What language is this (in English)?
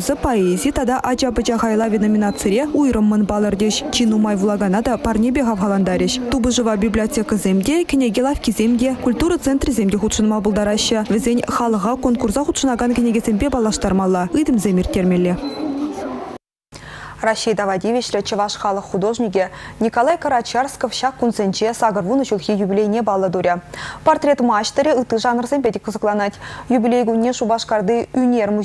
Chuvash